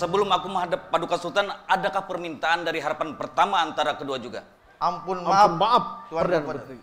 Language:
Banjar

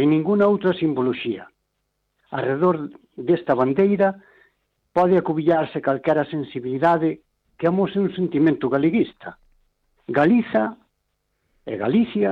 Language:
Galician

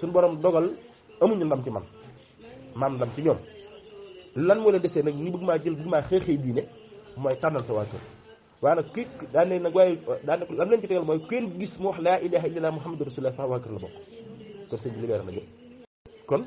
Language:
Wolof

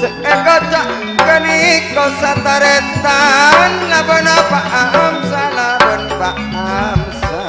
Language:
Madurese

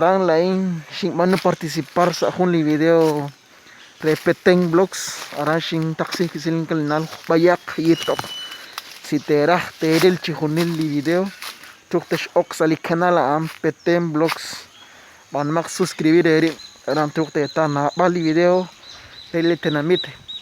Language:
Kekchí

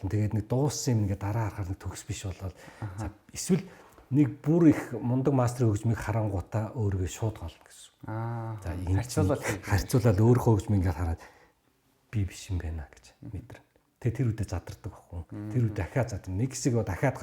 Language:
Mongolian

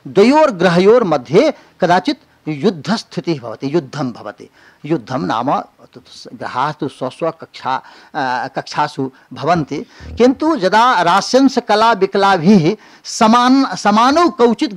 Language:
Sanskrit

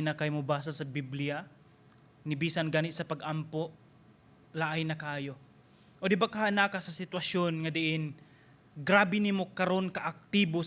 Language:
Cebuano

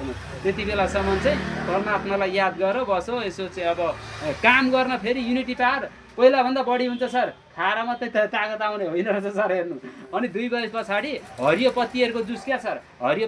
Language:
Nepali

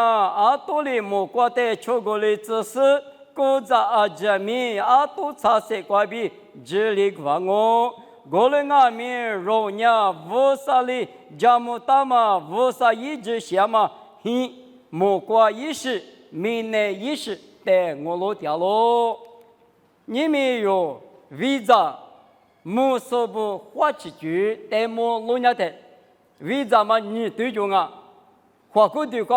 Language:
Lisu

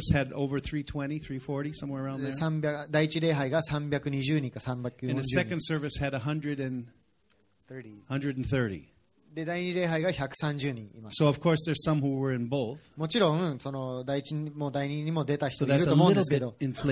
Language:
Japanese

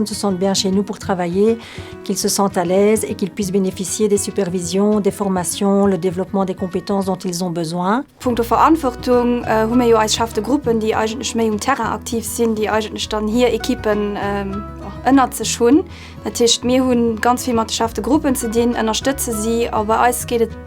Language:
Luxembourgish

